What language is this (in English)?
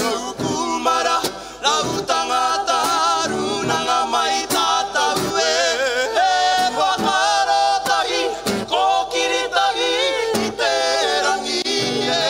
Māori